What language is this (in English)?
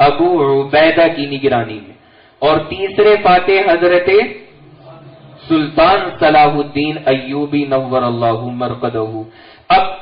Urdu